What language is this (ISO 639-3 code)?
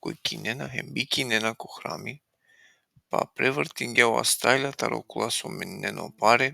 rmn